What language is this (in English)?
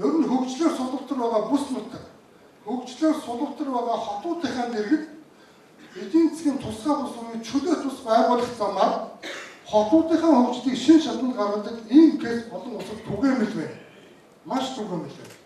Mongolian